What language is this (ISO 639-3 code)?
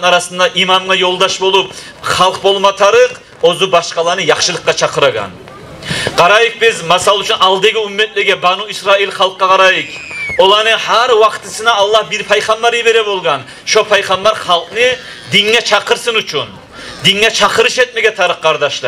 kum